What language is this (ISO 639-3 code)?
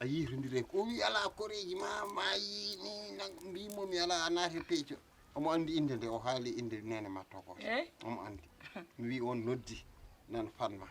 ful